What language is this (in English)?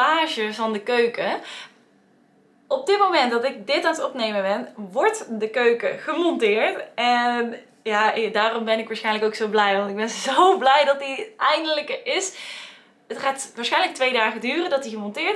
Dutch